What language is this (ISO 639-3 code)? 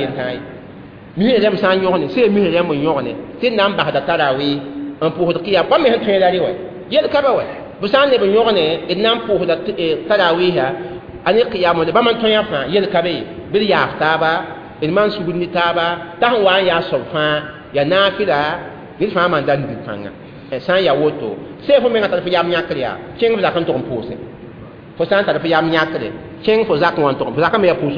mos